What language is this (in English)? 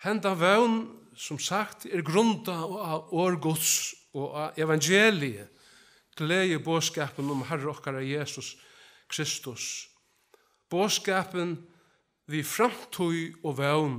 Faroese